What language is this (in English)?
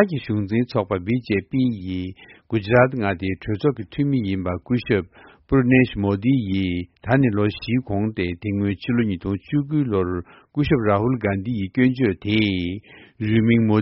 Tibetan